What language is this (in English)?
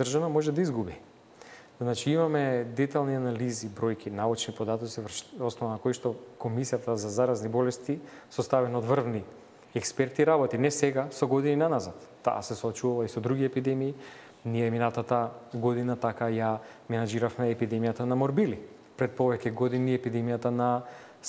Macedonian